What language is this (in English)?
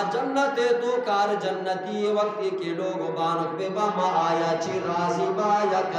Eastern Balochi